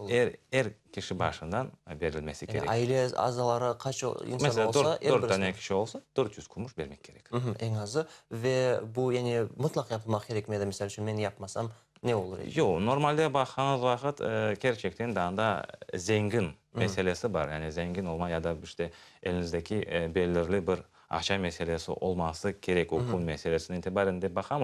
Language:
Crimean Tatar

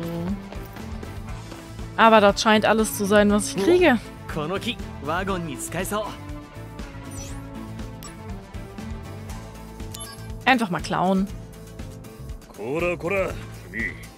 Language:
German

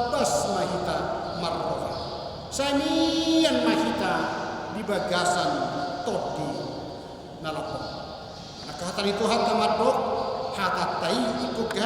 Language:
Batak Toba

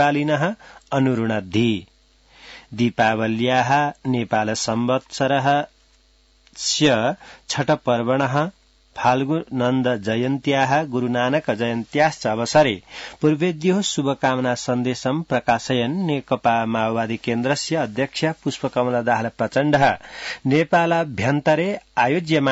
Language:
Sanskrit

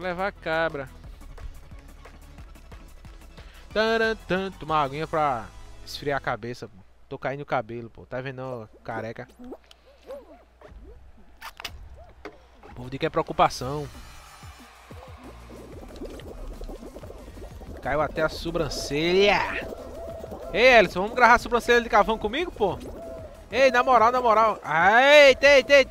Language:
Portuguese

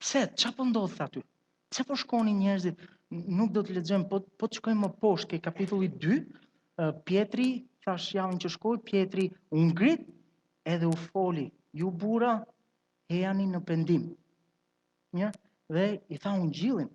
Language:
Albanian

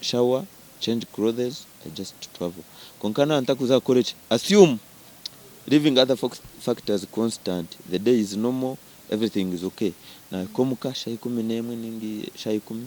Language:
Nyankole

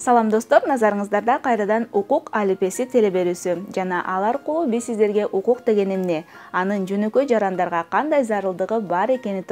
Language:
Kyrgyz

